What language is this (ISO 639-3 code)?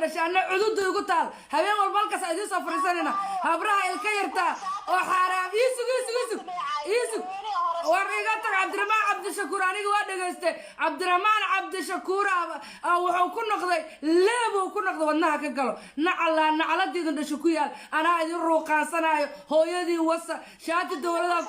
som